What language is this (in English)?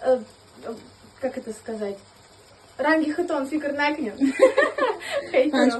Tajik